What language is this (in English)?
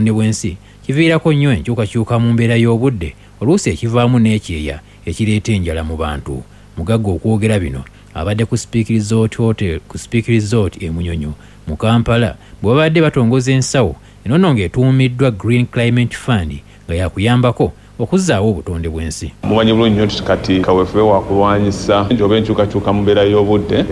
Ganda